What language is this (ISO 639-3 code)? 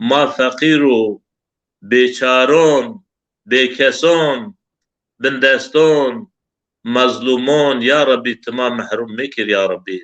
zza